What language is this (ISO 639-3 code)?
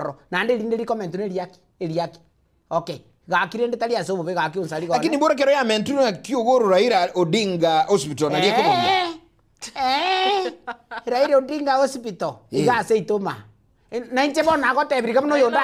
guz